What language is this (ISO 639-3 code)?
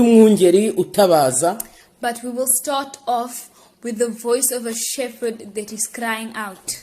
kin